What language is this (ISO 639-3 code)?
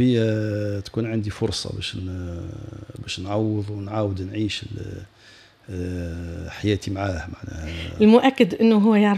aeb